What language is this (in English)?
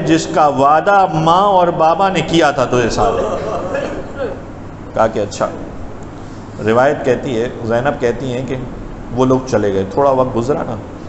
Urdu